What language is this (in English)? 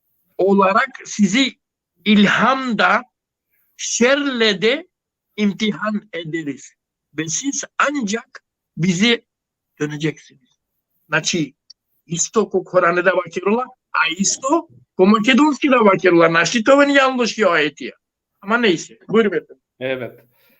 Balkan Romani